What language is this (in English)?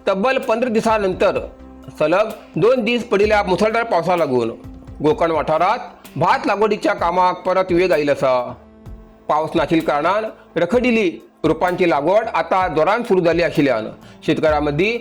Konkani